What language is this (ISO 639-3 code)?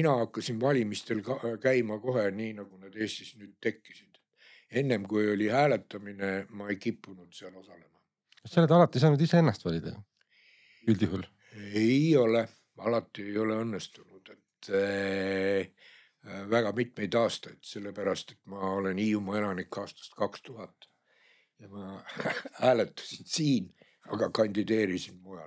est